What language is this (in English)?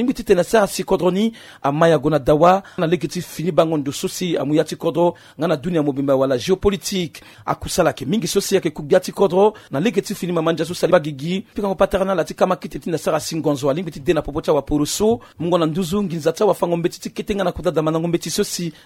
Sango